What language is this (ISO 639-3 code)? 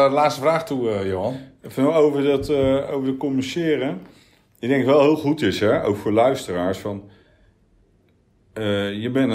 nld